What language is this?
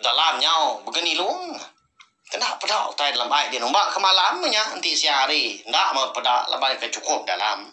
Iban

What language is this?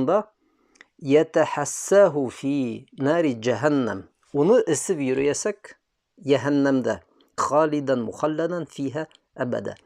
Bashkir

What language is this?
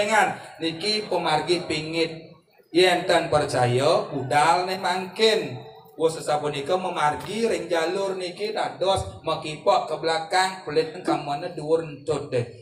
Balinese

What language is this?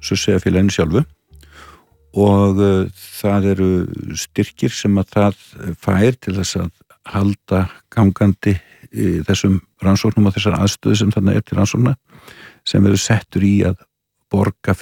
Icelandic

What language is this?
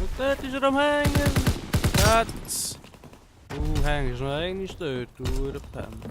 Swiss German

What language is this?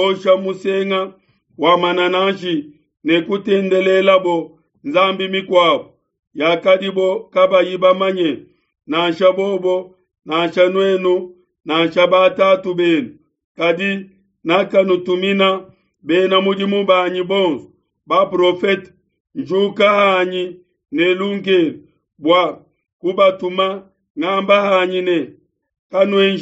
Luba-Lulua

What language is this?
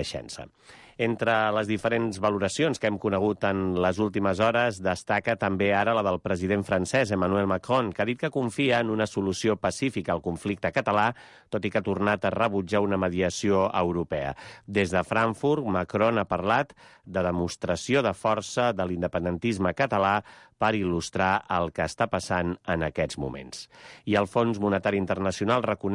Catalan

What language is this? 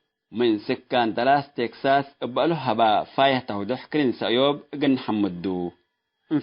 Tigre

